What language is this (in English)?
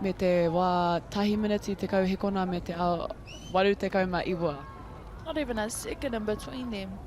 Māori